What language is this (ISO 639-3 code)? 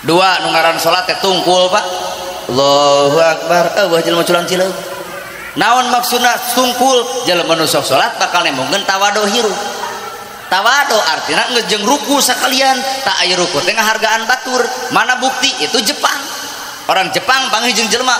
sun